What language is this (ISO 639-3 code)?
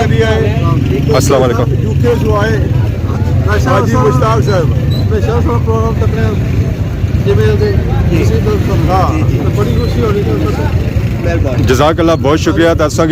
phr